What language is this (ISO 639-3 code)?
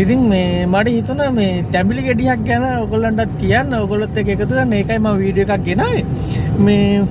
sin